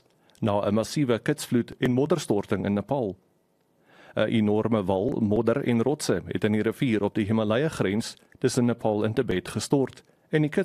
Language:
Afrikaans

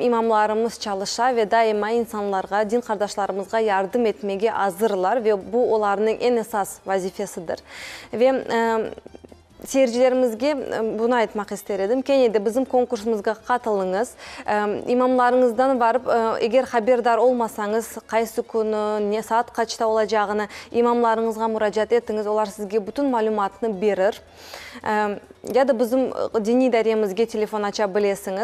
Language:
Crimean Tatar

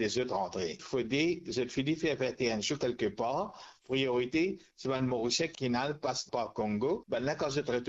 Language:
Morisyen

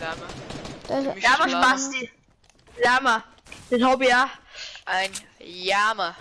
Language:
Bavarian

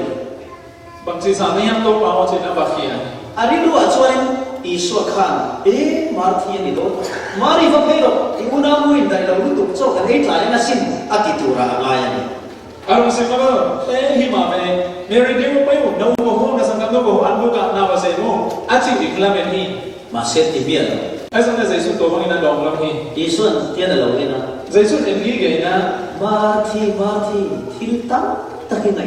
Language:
Falam Chin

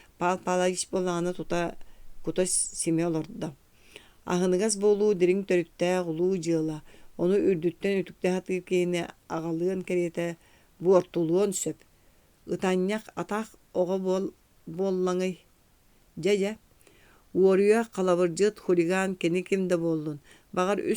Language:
Yakut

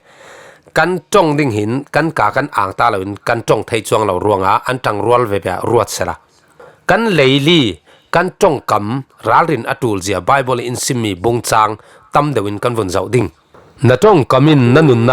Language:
Falam Chin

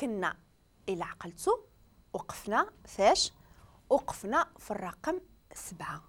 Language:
Moroccan Arabic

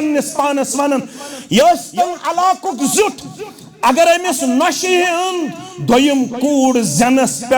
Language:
Kashmiri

